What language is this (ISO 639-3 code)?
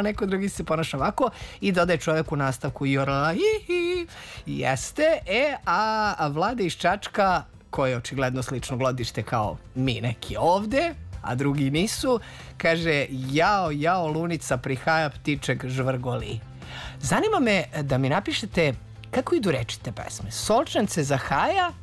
srp